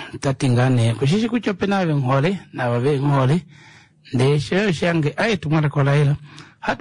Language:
Kuanyama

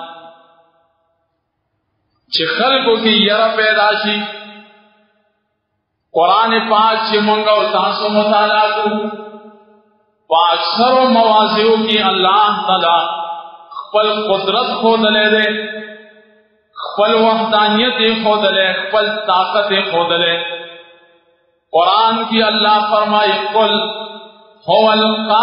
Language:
Pashto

